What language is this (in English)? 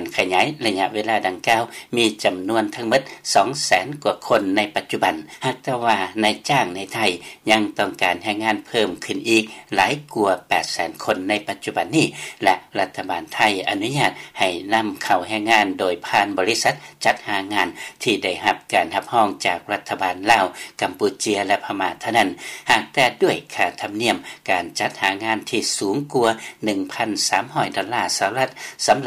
Lao